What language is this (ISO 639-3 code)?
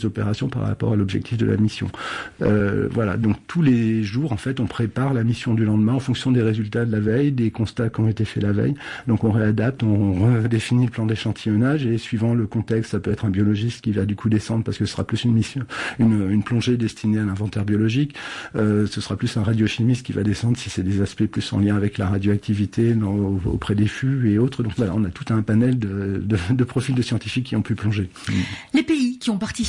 fra